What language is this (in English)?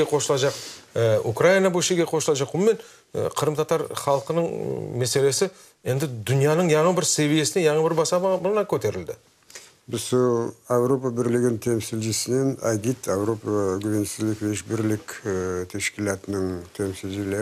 Crimean Tatar